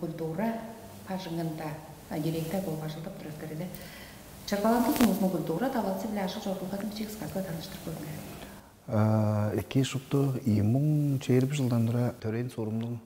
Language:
Tuvinian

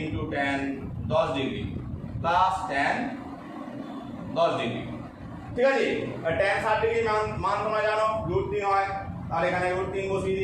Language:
Bangla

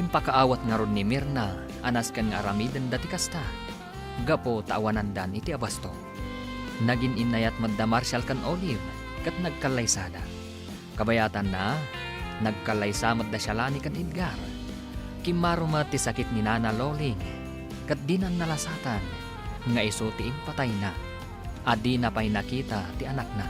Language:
Iloko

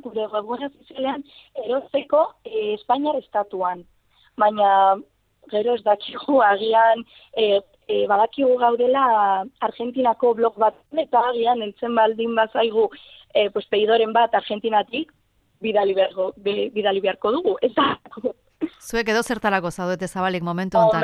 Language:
Basque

